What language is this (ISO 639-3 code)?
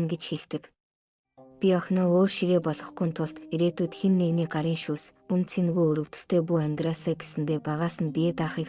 mon